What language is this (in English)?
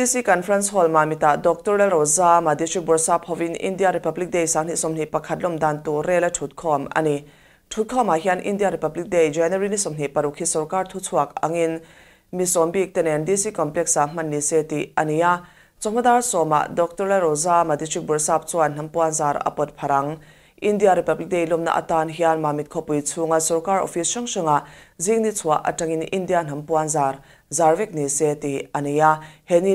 Mizo